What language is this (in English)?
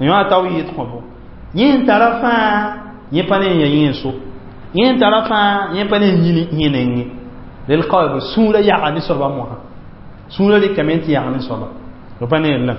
Mossi